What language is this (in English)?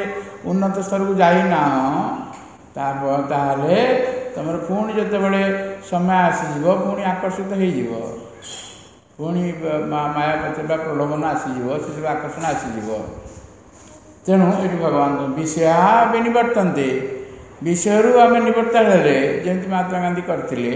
Odia